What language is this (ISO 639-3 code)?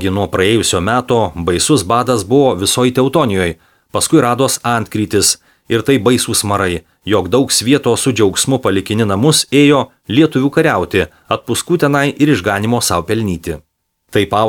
lit